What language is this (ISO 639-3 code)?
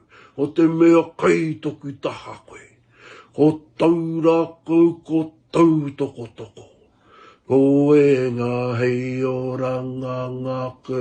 mri